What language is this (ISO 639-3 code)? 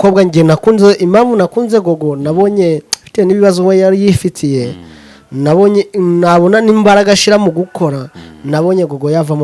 kin